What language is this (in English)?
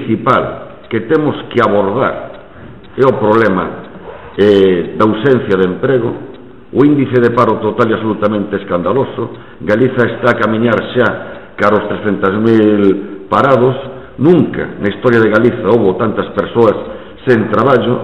Galician